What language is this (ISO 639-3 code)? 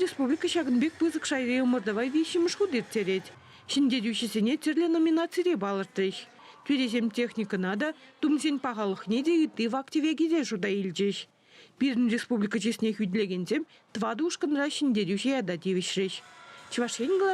chv